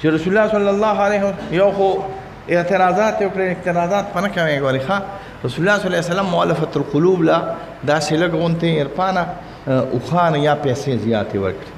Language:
Pashto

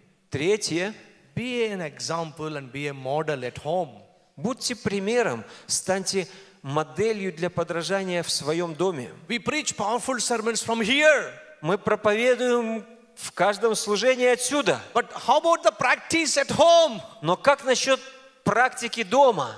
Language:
Russian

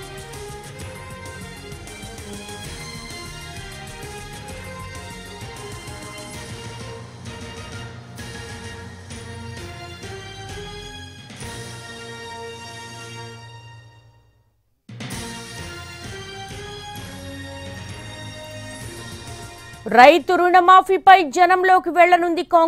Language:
Telugu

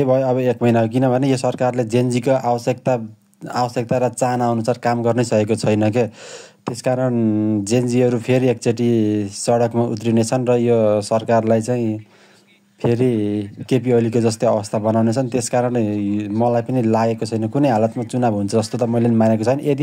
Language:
Nepali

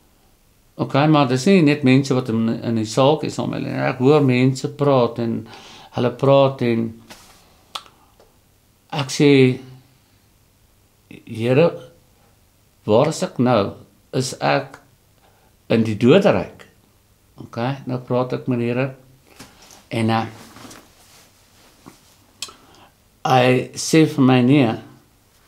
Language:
Afrikaans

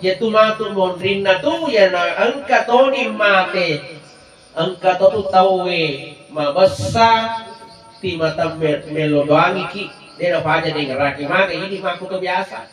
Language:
Buginese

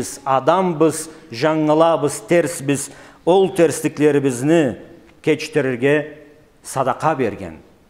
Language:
Karachay-Balkar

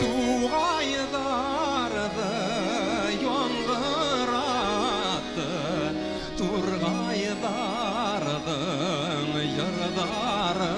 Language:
Bashkir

